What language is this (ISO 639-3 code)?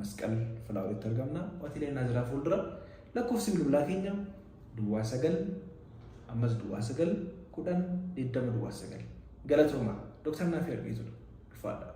orm